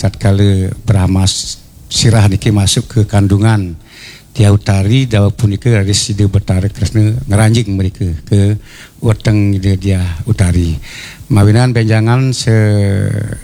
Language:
Balinese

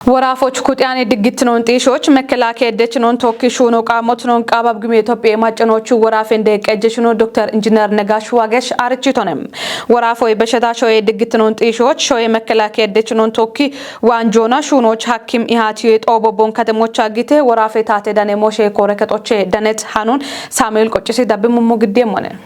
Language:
Kafa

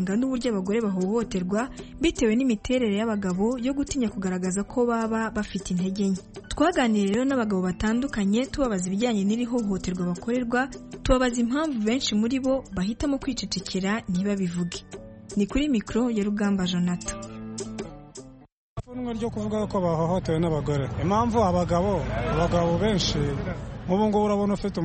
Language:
Kinyarwanda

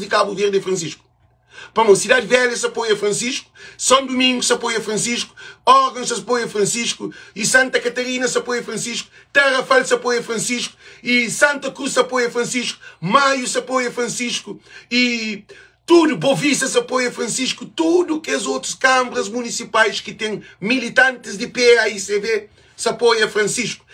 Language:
Kabuverdianu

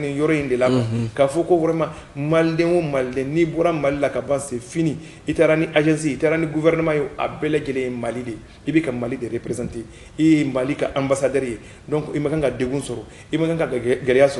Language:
Bambara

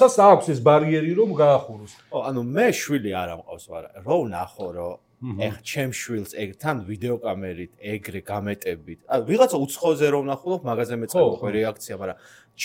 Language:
Georgian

